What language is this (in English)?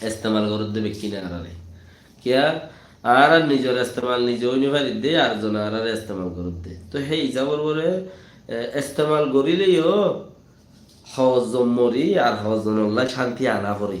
Rohingya